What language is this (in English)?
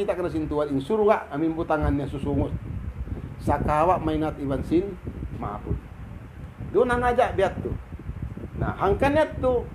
Tausug